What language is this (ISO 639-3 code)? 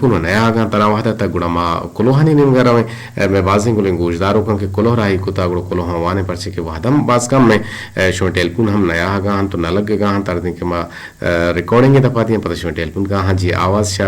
bgp